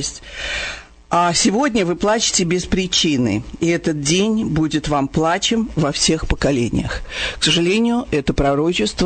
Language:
Russian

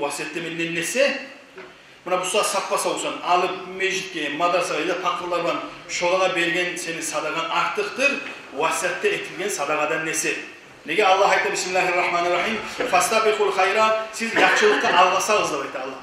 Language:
Kumyk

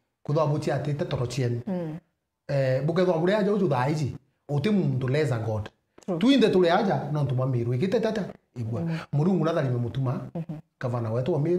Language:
Meru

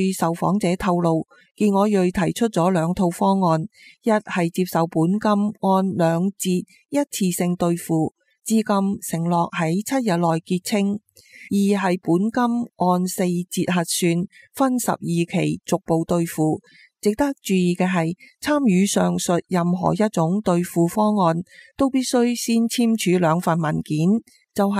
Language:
Cantonese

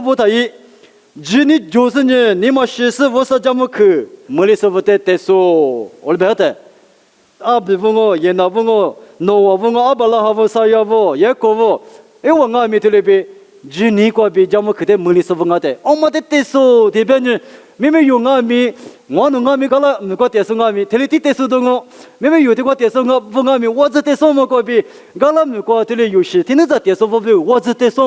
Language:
Lisu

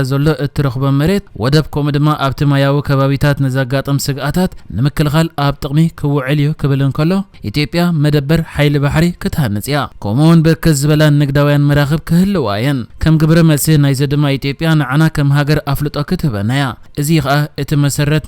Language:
Tigrinya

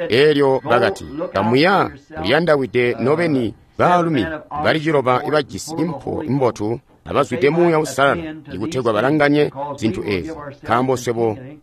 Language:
Tonga (Zambia)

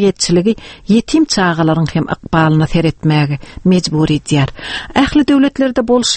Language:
Turkmen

